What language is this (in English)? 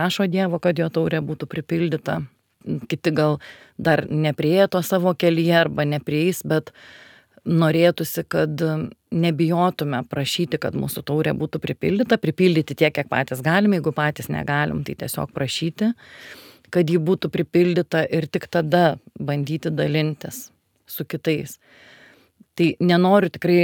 Lithuanian